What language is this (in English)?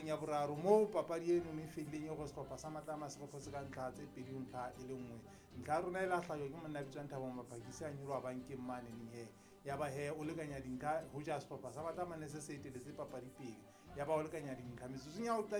Southern Sotho